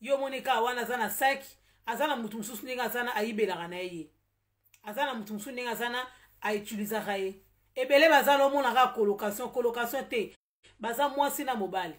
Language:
Lingala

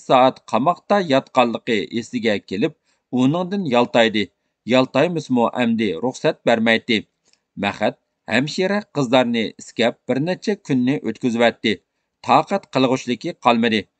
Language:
Uyghur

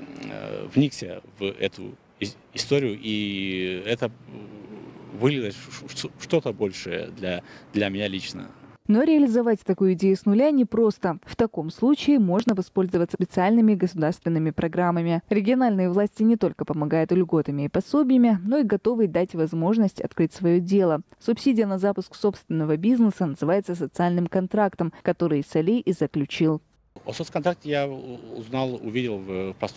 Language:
Russian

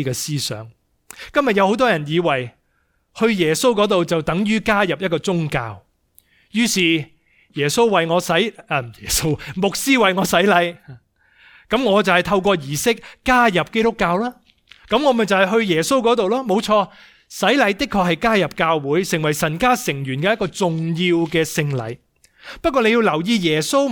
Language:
Cantonese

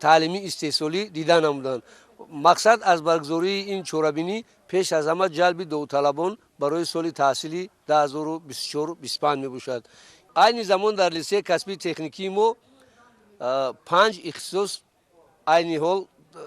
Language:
Tajik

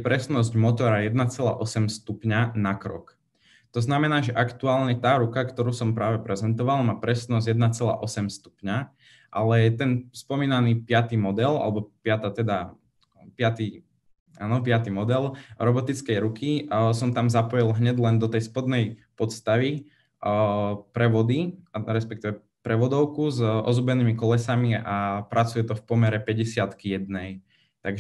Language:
Slovak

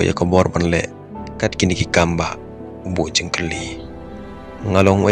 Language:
Khasi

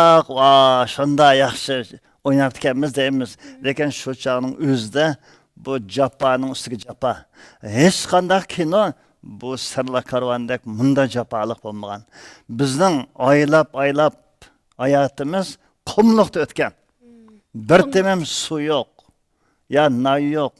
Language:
Uyghur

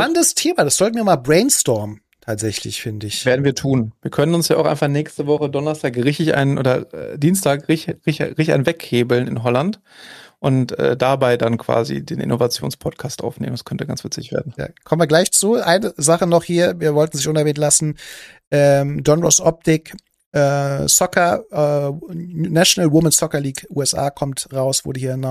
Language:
German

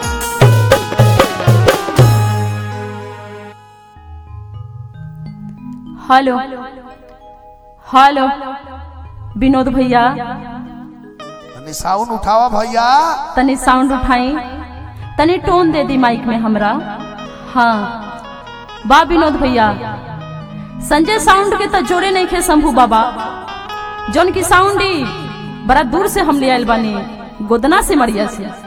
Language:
Bhojpuri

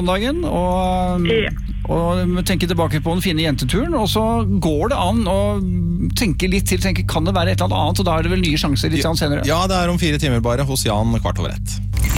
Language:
Norwegian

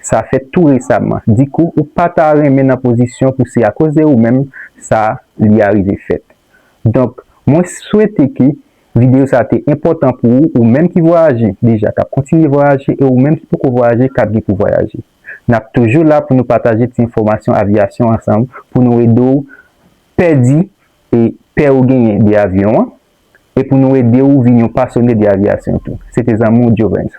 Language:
Haitian Creole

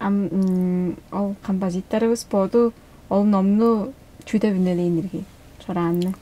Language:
Tuvinian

